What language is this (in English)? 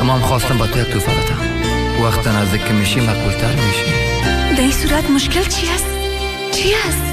Tajik